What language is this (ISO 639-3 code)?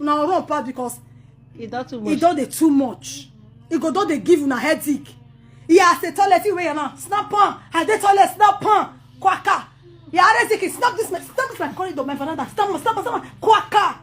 pcm